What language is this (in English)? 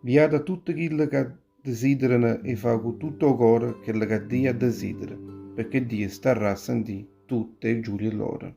Neapolitan